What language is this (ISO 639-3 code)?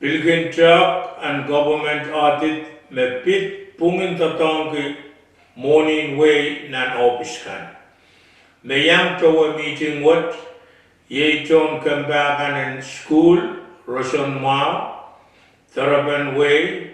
pon